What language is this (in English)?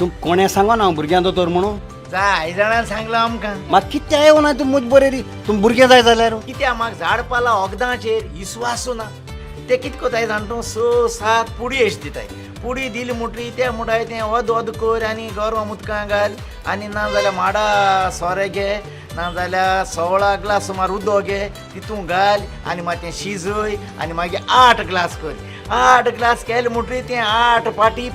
Konkani